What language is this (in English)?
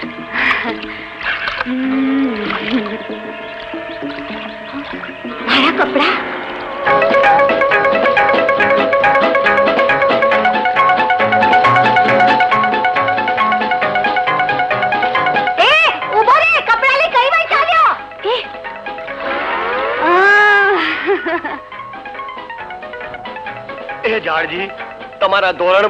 Gujarati